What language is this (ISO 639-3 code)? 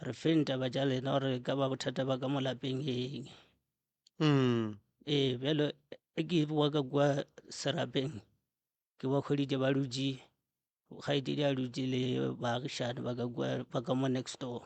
nso